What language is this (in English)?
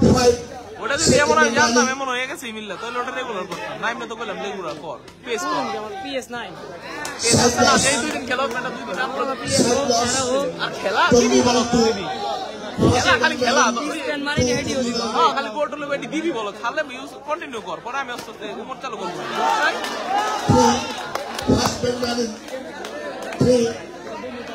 Bangla